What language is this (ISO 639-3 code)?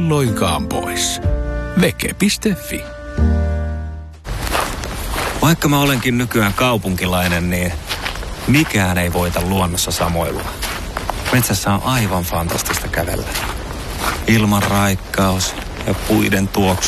fin